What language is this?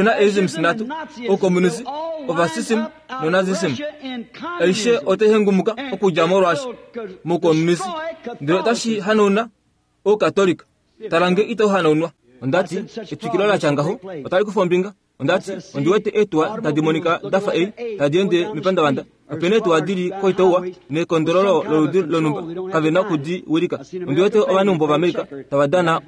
Kuanyama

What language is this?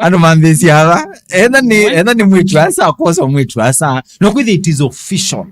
Kamba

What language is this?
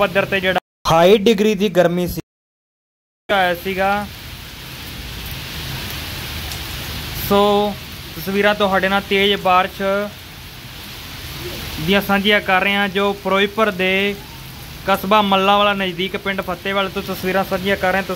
Punjabi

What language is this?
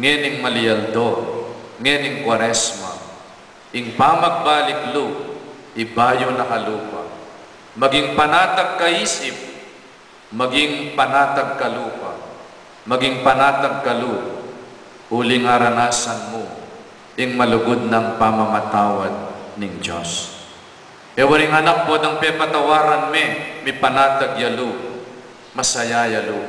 Pampanga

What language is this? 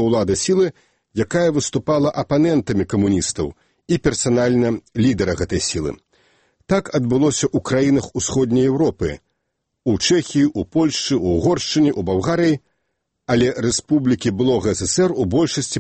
Belarusian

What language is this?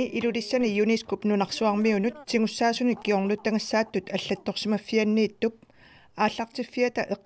Kalaallisut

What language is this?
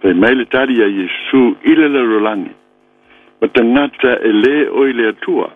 Samoan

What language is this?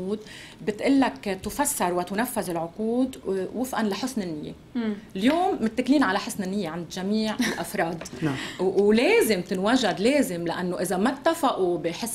North Levantine Arabic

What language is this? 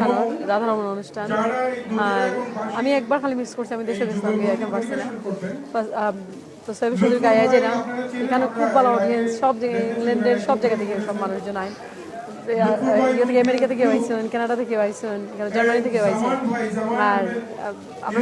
Sylheti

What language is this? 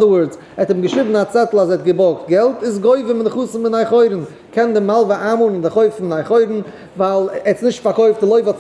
Yiddish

